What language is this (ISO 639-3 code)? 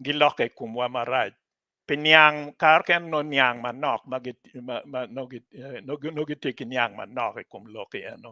ach